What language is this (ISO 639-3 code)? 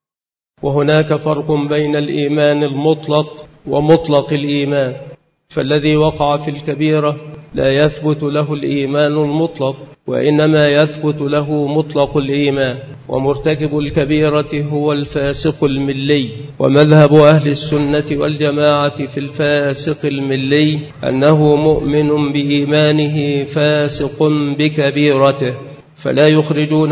ara